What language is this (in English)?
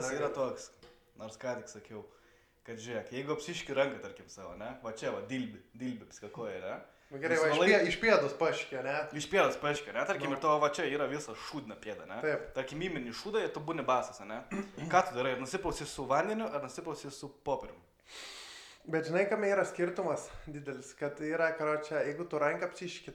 Lithuanian